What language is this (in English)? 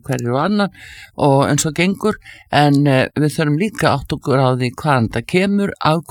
Icelandic